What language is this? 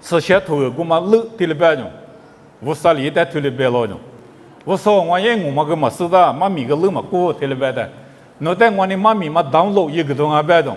Lisu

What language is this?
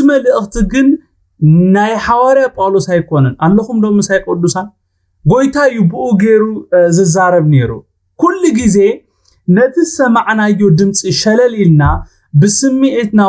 Tigrinya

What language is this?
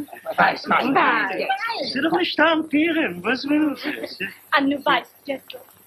Yiddish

